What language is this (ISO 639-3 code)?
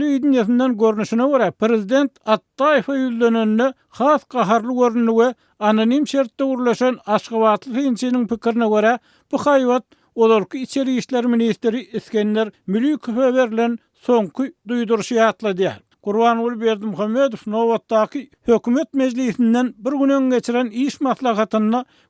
tuk